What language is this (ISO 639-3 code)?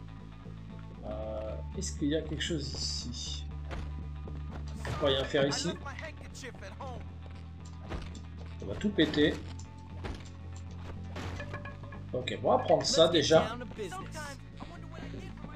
fra